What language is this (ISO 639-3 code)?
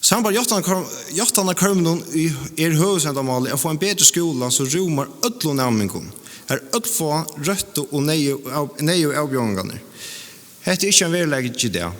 fao